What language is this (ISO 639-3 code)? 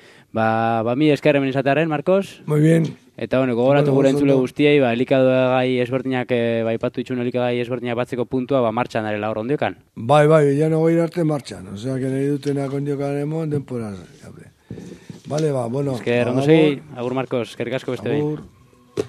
eus